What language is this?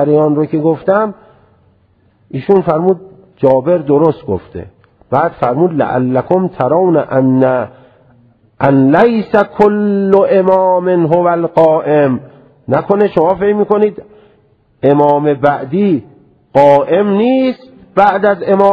Persian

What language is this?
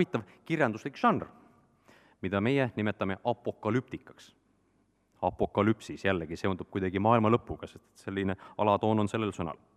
Estonian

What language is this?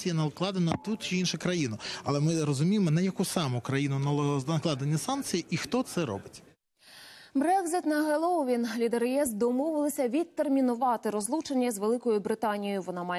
Ukrainian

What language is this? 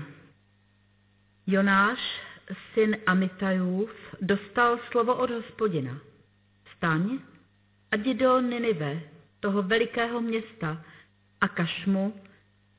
Czech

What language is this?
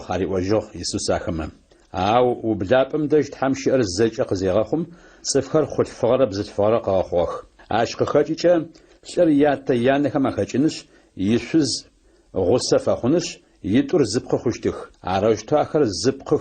Adyghe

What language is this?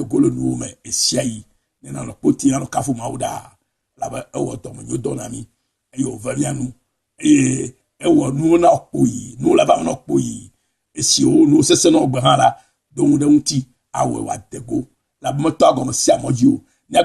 Ewe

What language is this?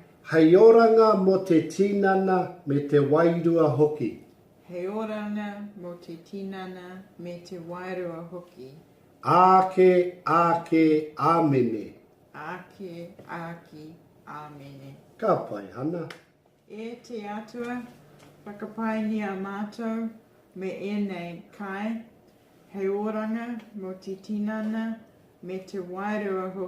Māori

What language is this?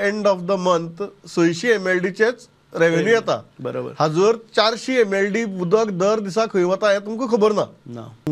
Konkani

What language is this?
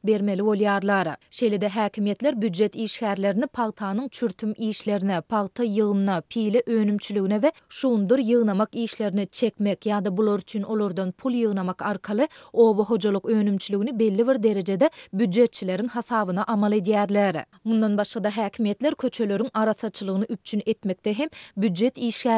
Turkmen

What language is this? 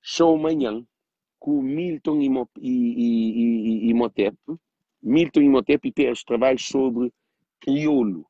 Kabuverdianu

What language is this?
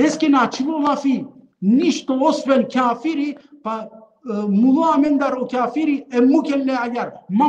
Balkan Romani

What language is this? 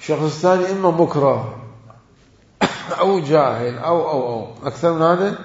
Mesopotamian Arabic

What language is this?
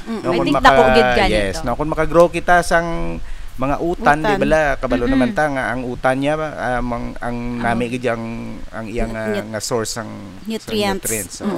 Hiligaynon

